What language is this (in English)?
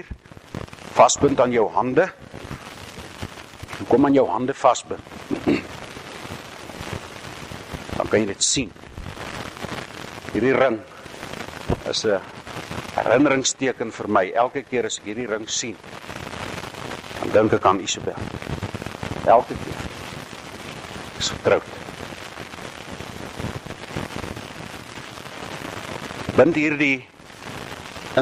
Afrikaans